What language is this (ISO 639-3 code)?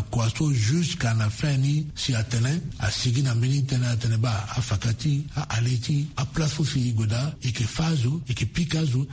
sag